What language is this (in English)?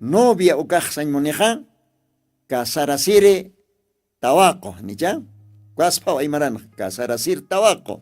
Aymara